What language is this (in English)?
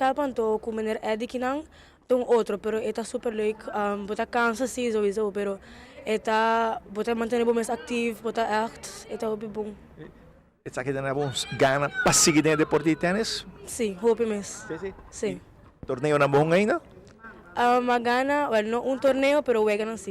Papiamento